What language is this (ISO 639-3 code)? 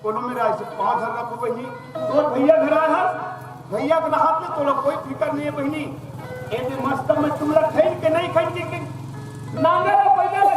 hne